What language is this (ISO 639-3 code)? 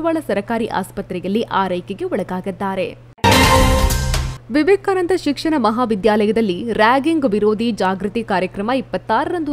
kan